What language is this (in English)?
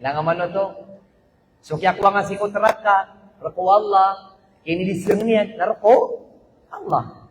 Maranao